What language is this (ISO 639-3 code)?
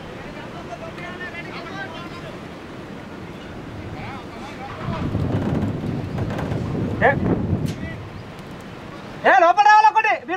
tel